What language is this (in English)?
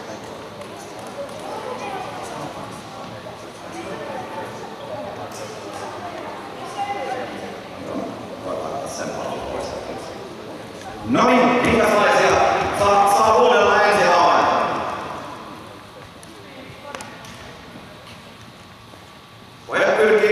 Finnish